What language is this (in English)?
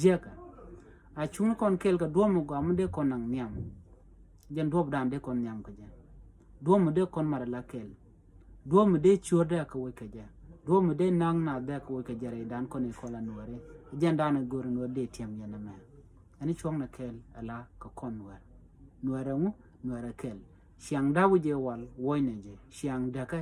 Nuer